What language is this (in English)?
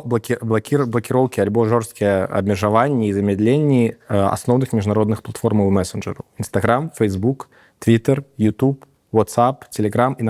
Belarusian